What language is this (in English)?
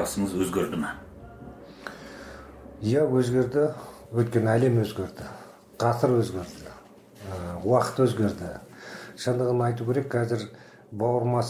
Kazakh